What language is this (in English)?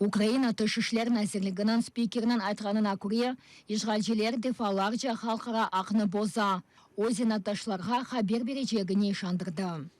Crimean Tatar